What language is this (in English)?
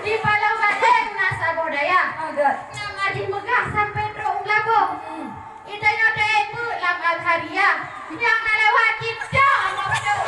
Achinese